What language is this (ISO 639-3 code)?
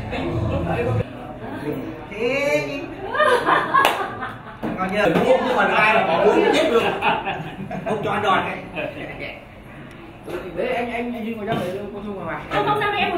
vie